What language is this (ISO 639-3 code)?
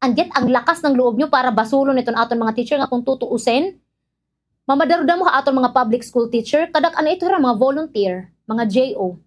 war